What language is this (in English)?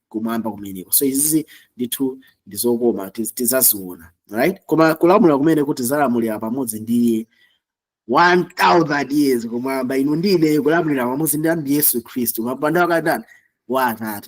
Nyanja